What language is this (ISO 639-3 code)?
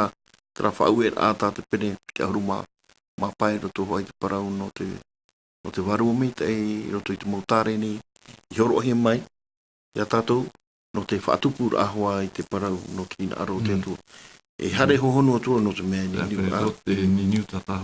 tah